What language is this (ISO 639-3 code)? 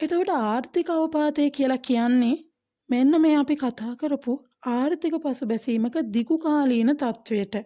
sin